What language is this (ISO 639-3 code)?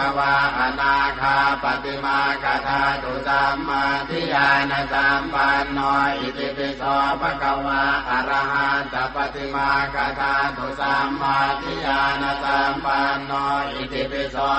pli